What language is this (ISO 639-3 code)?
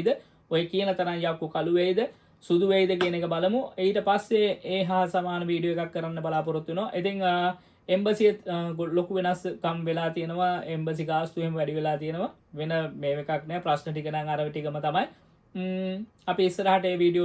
sin